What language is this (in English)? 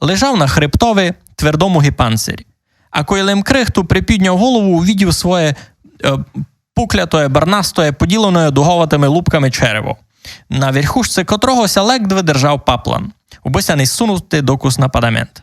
Rusyn